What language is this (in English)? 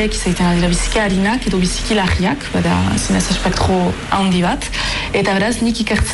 Basque